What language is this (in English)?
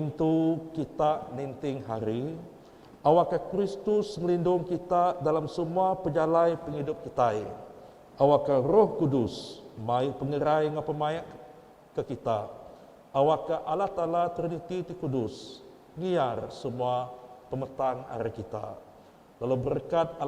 Iban